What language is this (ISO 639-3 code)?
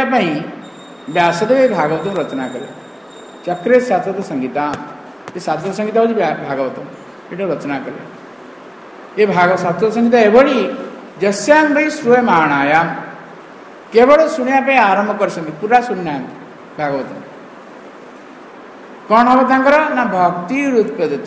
ori